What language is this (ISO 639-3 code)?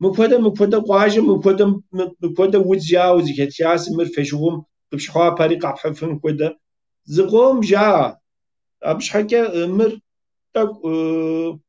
kbd